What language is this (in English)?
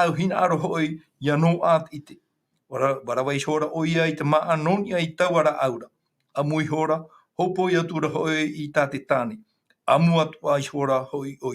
Tahitian